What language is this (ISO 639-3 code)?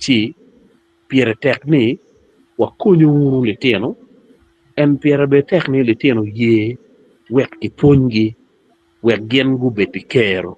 ach